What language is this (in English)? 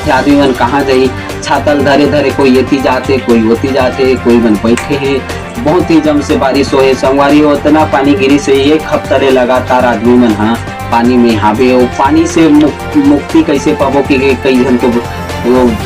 Chhattisgarhi